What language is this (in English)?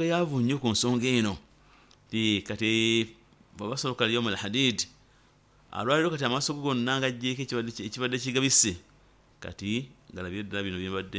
Nyoro